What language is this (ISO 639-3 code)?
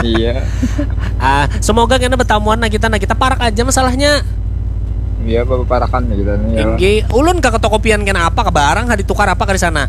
bjn